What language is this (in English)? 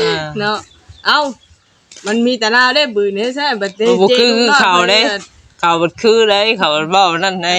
Northeastern Thai